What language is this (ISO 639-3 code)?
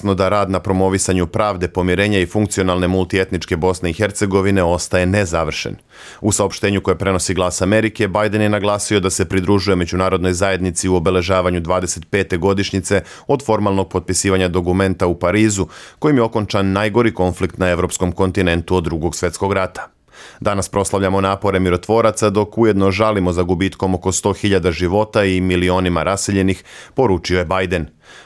bos